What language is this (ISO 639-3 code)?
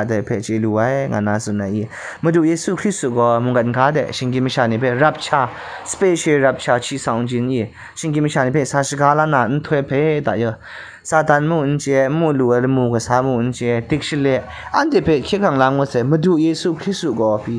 kac